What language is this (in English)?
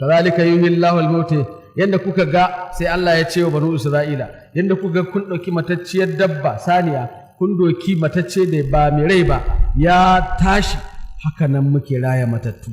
Hausa